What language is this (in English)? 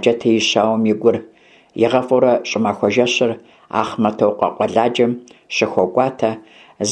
Kabardian